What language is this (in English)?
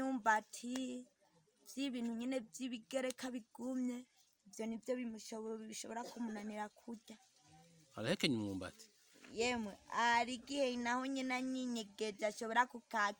Rundi